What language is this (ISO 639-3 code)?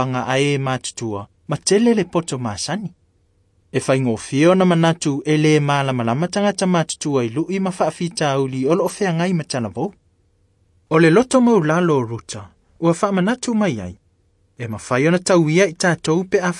smo